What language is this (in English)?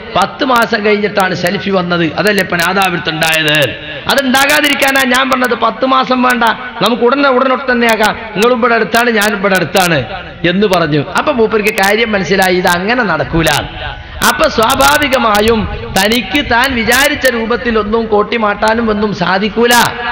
Malayalam